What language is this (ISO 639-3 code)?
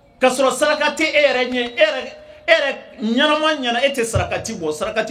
bam